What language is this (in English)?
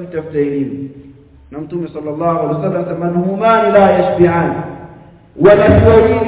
Swahili